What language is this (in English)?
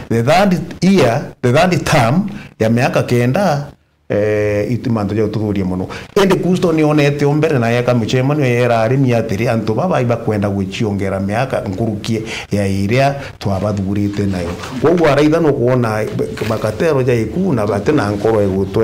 Meru